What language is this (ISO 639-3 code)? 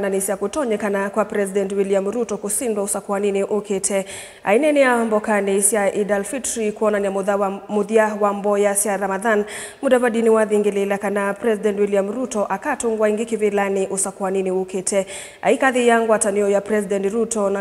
kam